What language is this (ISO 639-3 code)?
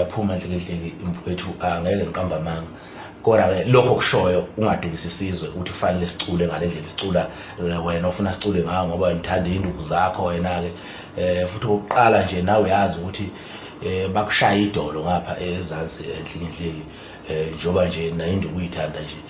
zul